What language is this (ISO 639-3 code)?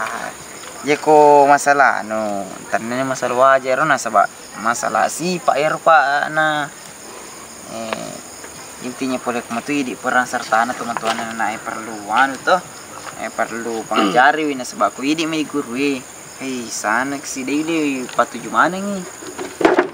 ind